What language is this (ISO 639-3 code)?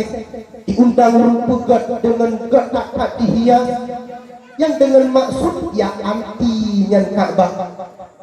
ace